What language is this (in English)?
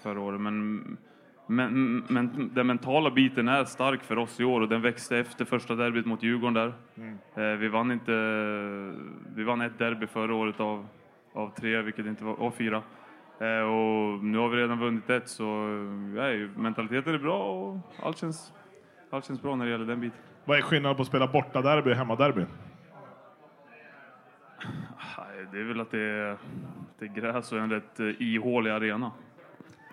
Swedish